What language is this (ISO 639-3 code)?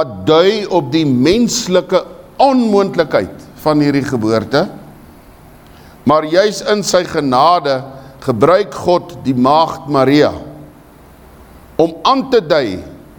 afr